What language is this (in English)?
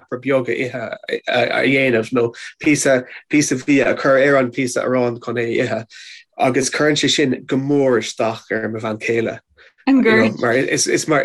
Irish